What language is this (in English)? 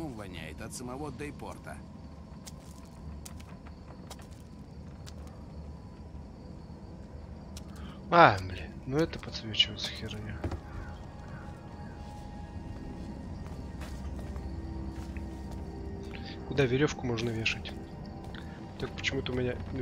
Russian